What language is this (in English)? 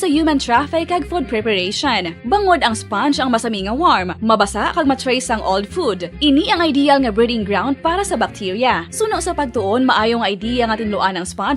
Hiligaynon